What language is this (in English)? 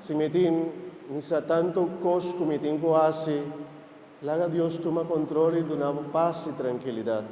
Papiamento